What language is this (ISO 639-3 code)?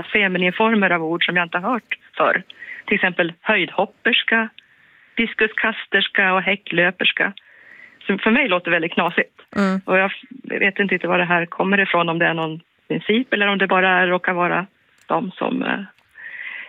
swe